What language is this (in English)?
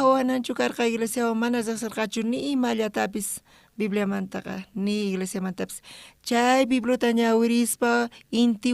South Bolivian Quechua